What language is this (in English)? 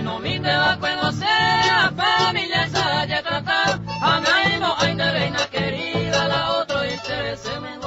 Guarani